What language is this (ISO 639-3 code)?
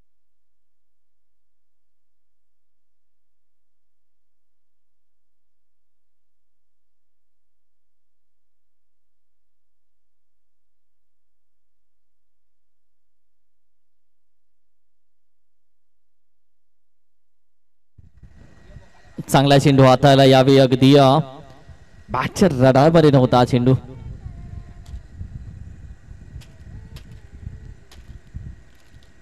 mar